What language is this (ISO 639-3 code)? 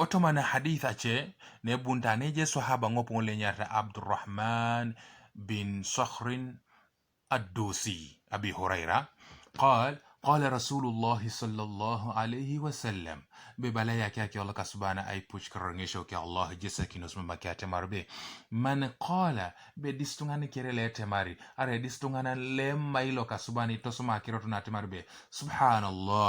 teo